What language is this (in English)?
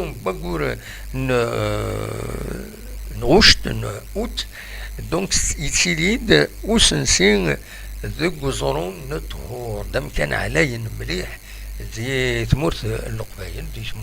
Kabyle